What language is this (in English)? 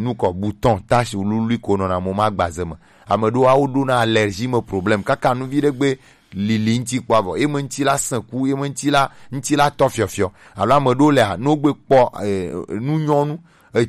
Gen